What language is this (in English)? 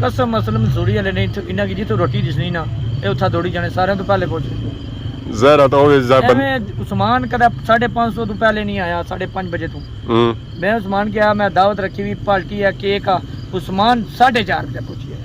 Pahari-Potwari